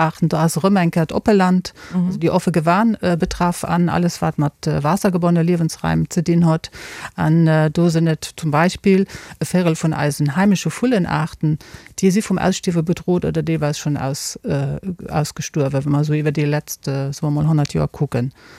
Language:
Luxembourgish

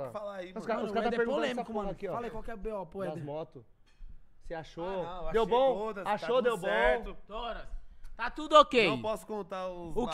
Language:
Portuguese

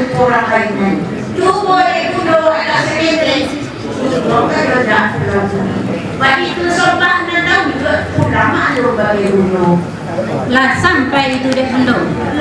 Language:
Minangkabau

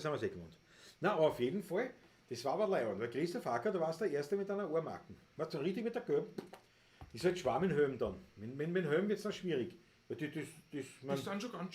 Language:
Bavarian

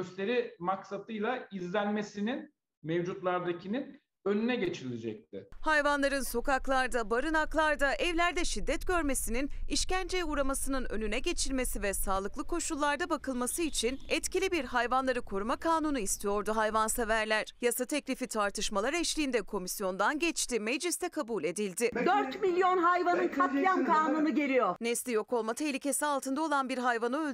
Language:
Turkish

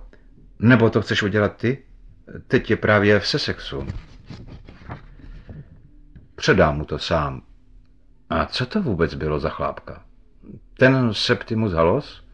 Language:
Czech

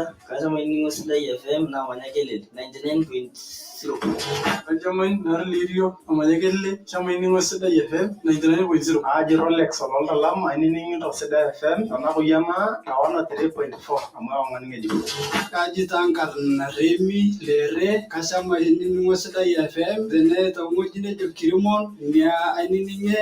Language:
Masai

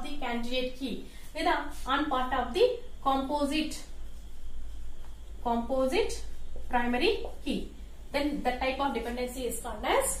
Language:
Telugu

